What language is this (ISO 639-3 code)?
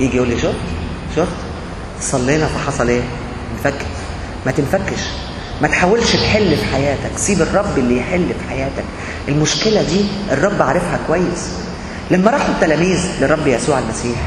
arz